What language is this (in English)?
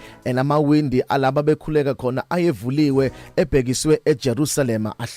Zulu